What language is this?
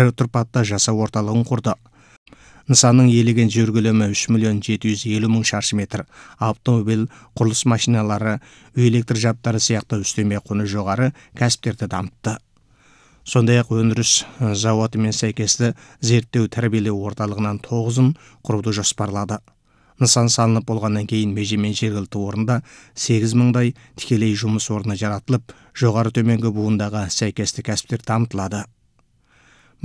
Kazakh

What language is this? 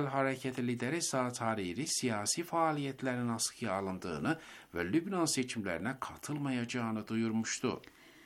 Turkish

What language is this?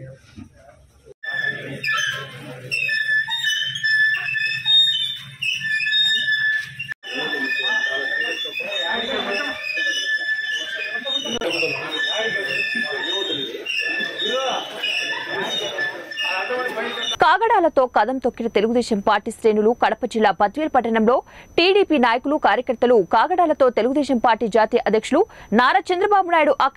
Telugu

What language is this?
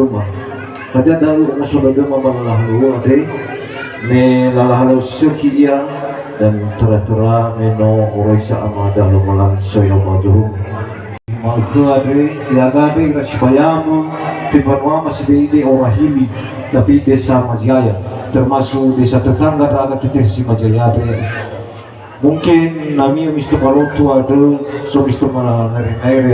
Nias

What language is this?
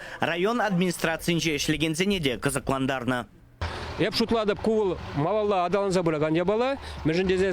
Chuvash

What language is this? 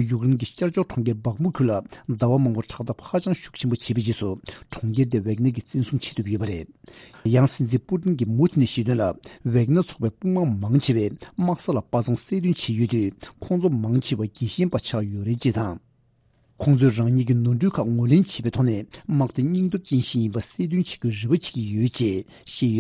Tibetan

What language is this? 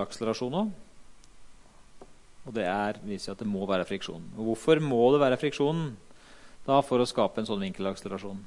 Norwegian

